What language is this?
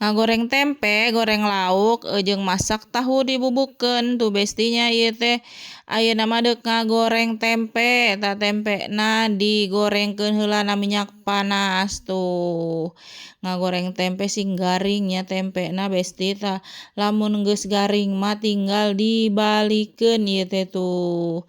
Sundanese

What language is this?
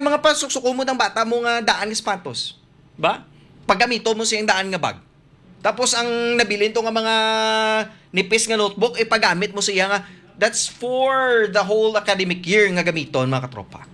Hiligaynon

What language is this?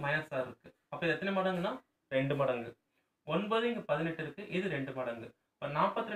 Tamil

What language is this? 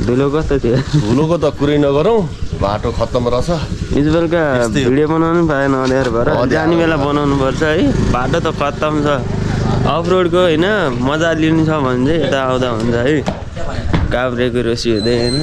Nepali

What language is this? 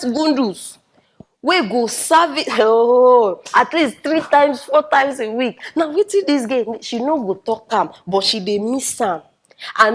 Nigerian Pidgin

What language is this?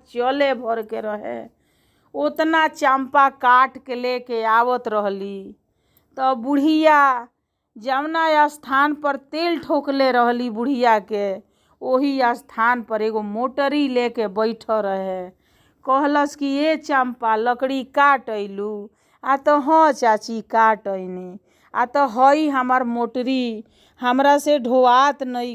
Bhojpuri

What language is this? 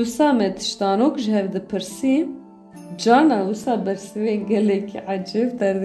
Kurdish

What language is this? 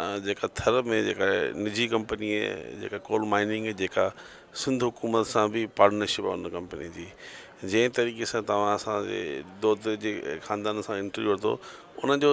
Sindhi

